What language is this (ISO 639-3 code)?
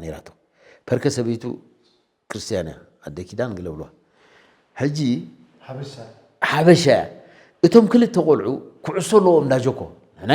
tir